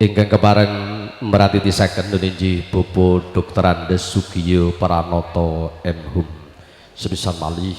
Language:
Javanese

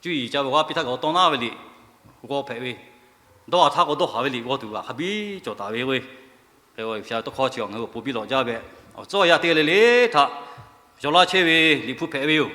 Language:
Lahu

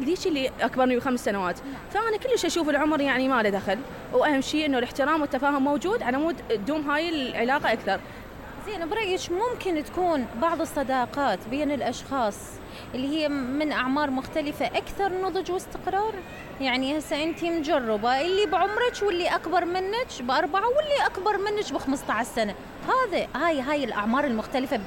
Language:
Mesopotamian Arabic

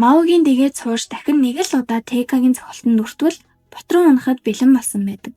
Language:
Mongolian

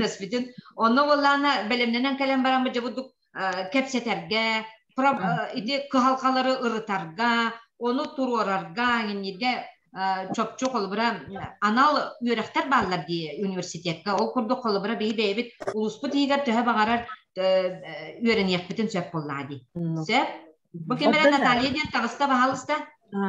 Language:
Yakut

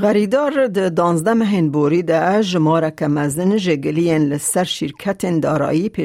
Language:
Kurdish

